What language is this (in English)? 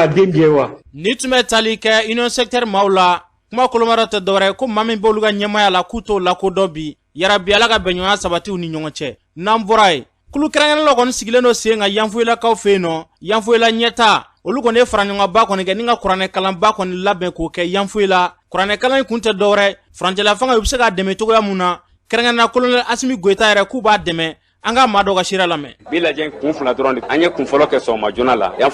Bambara